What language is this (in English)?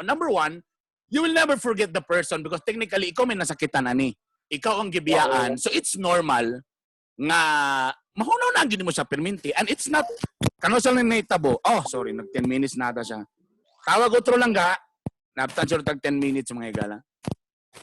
Cebuano